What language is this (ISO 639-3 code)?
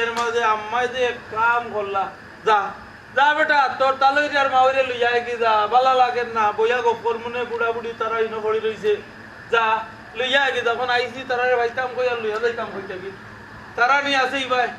syl